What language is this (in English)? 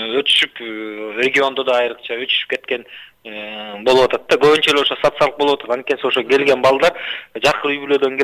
Kyrgyz